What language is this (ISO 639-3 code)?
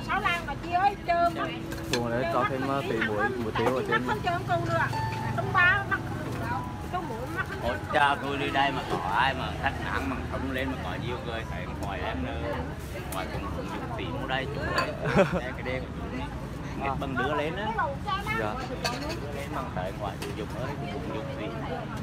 vie